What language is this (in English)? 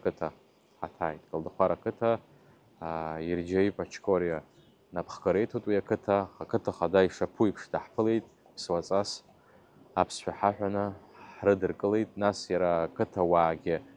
Abkhazian